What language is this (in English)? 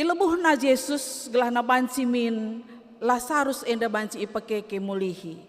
Batak Karo